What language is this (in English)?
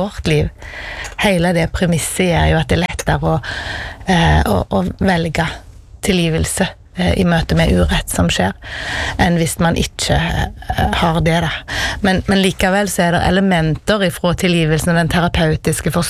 Norwegian